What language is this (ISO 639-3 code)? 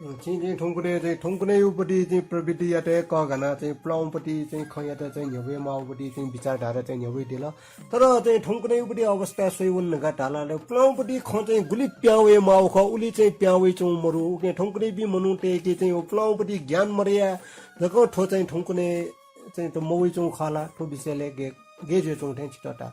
new